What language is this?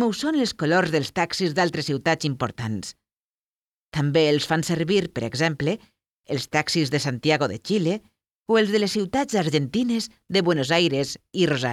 Catalan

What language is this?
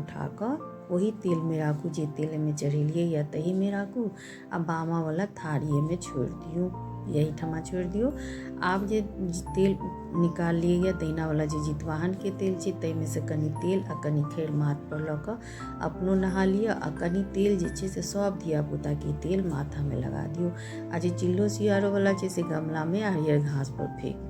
Maithili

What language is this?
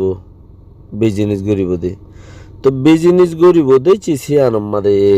Rohingya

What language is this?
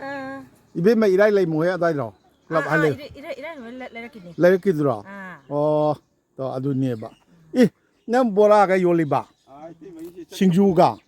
Manipuri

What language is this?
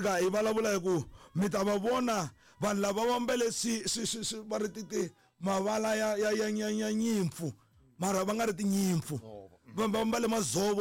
Tsonga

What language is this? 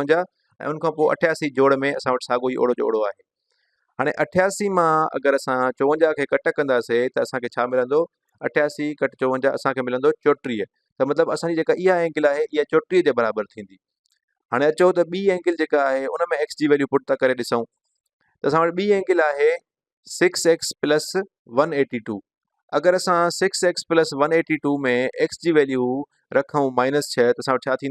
Sindhi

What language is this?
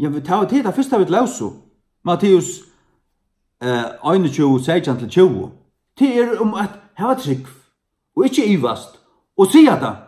Faroese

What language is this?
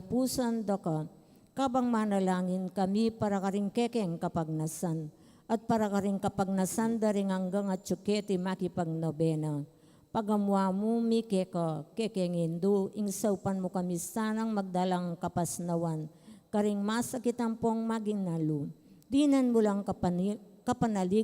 Pampanga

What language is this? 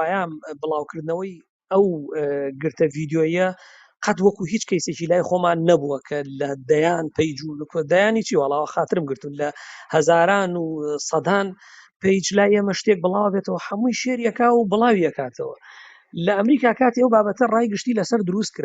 Central Kurdish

